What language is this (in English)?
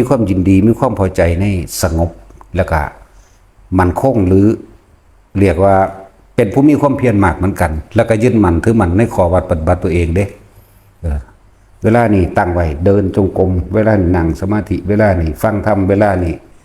Northeastern Thai